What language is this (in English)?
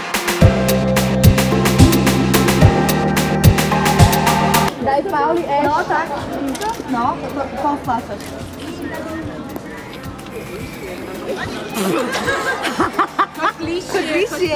Slovak